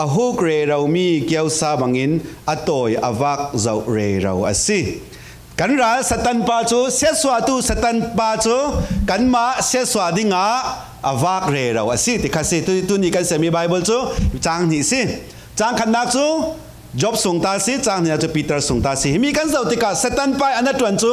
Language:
Falam Chin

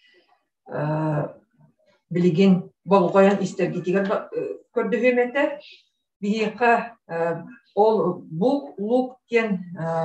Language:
Yakut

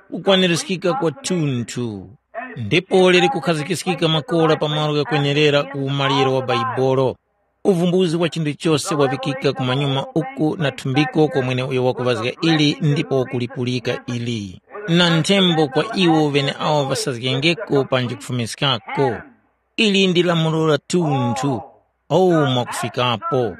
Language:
Tumbuka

